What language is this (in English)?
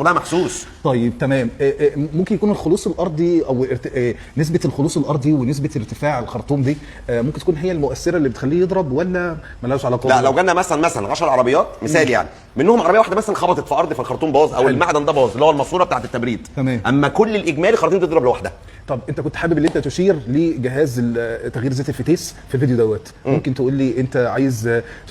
Egyptian Arabic